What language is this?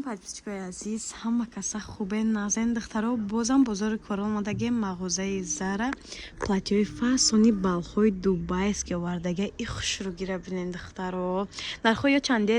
Tajik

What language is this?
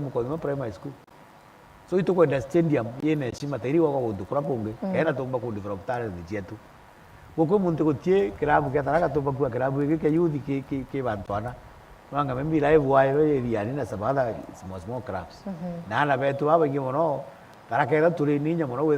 Meru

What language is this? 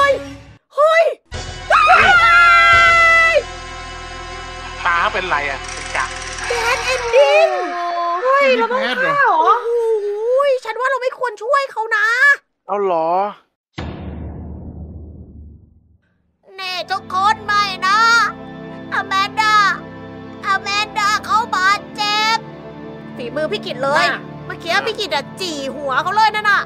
Thai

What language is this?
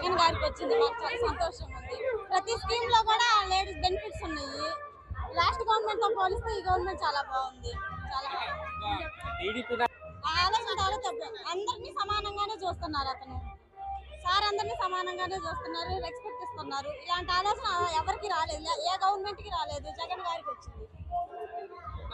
Telugu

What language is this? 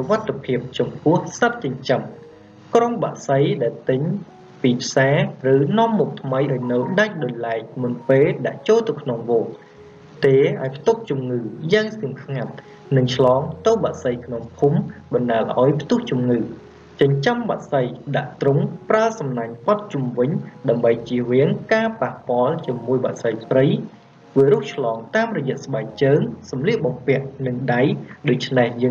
Khmer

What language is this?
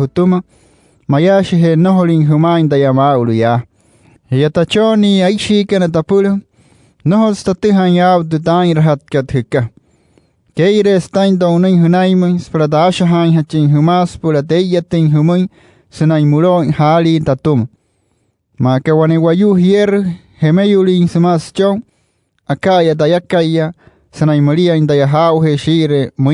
Wayuu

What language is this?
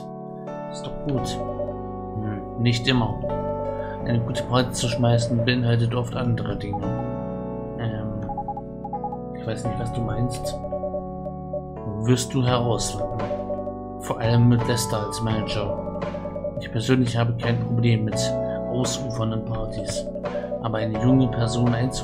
German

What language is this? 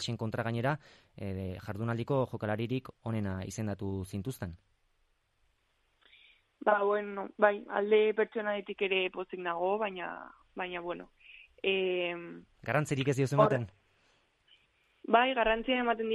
Basque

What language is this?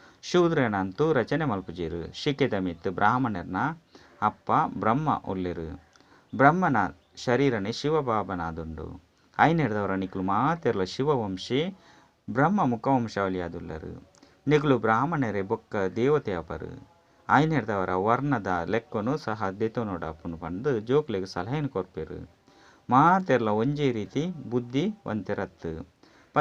Tulu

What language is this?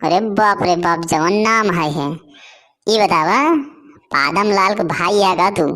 Awadhi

